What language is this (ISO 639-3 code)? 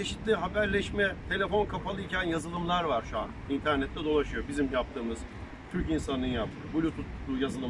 tur